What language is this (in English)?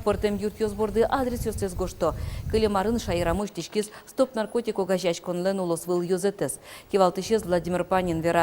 Udmurt